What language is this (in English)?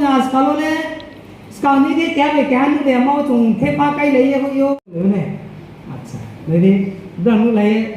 Riang (India)